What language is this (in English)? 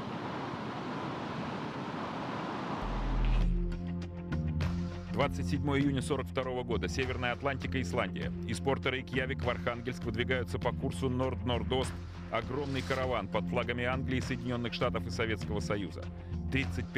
Russian